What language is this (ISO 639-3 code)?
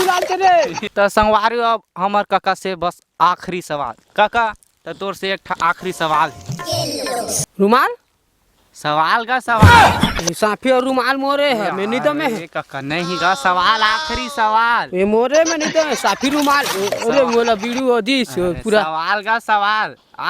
hne